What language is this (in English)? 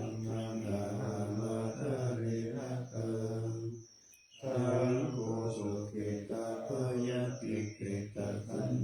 Pali